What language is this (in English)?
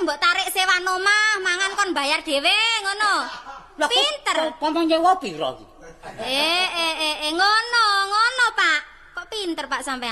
Javanese